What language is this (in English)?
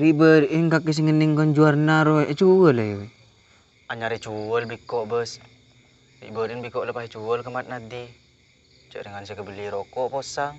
Madurese